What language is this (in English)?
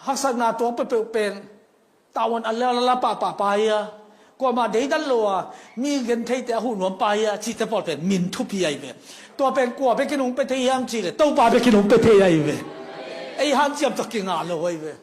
Tedim Chin